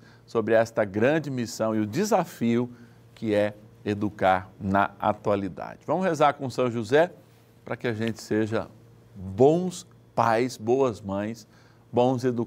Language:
Portuguese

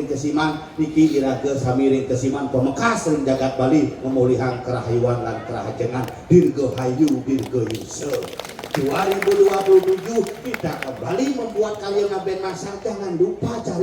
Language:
Balinese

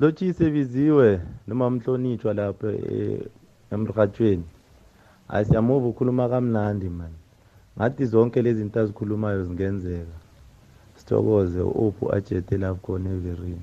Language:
South Ndebele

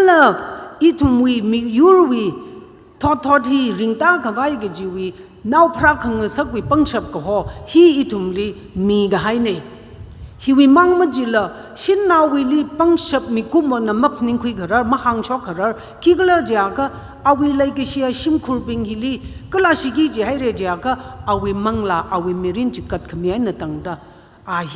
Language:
Tangkhul Naga (India)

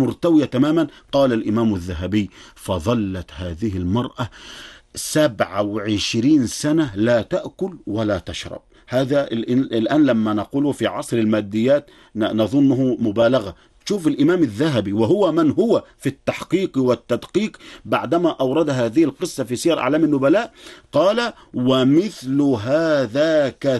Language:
Arabic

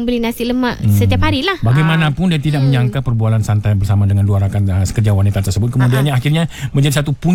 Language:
Malay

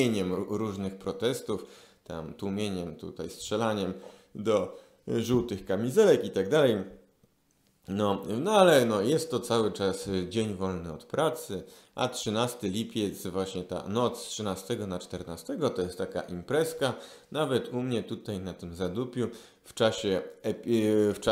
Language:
Polish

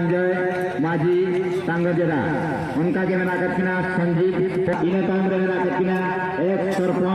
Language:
Santali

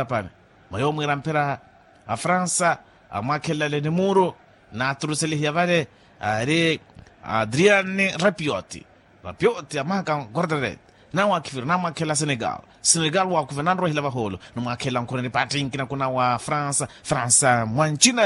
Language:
Makhuwa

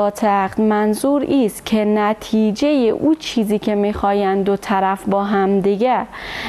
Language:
Persian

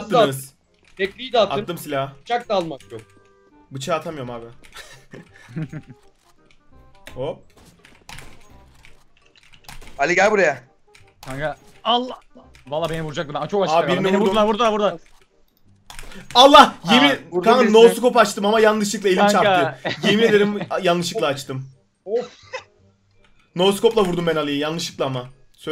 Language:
Turkish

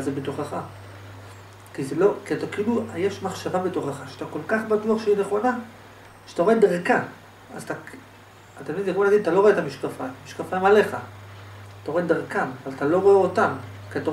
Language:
Hebrew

